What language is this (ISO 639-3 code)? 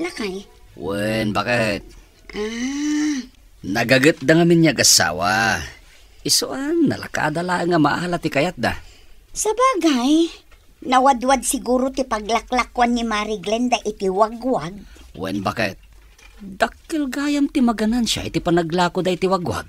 ilo